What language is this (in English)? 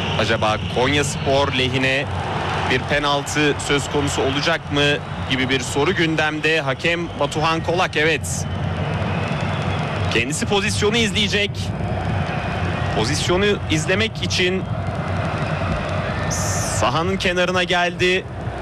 Turkish